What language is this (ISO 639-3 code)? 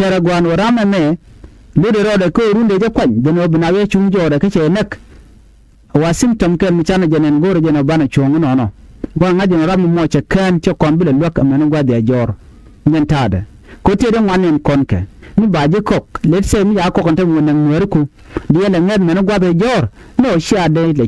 nus